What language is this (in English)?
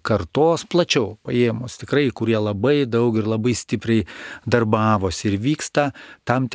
Lithuanian